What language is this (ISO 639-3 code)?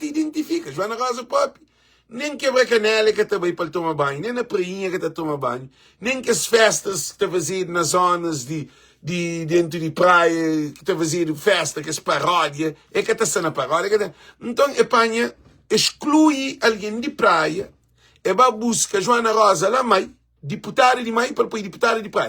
kea